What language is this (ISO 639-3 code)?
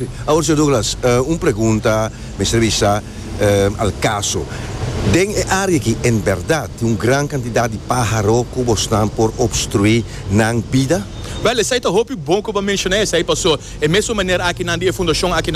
pap